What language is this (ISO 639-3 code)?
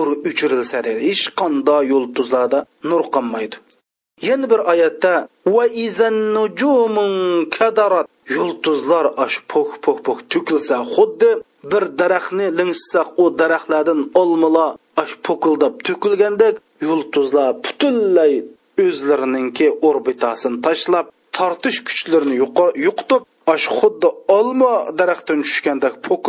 uig